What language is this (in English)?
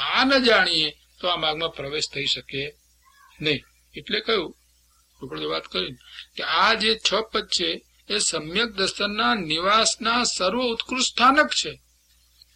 Gujarati